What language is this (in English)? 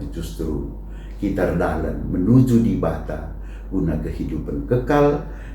Batak Karo